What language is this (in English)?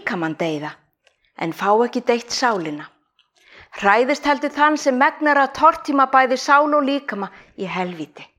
Icelandic